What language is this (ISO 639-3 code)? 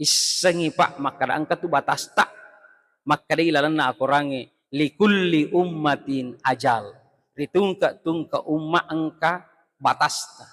bug